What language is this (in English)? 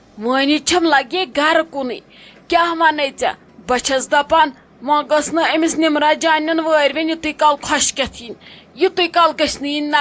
Kashmiri